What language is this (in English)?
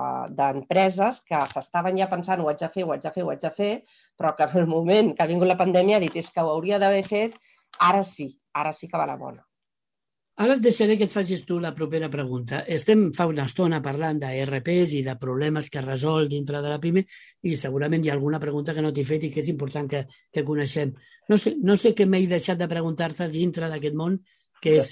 Catalan